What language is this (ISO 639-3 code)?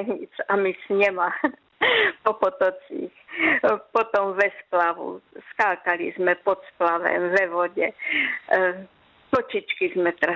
ces